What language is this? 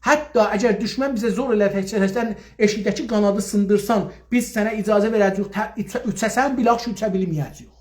South Azerbaijani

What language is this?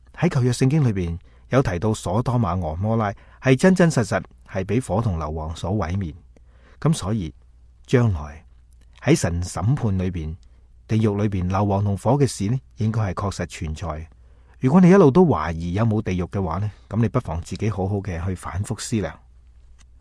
Cantonese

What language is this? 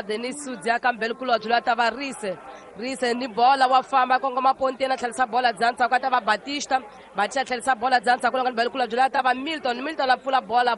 Tsonga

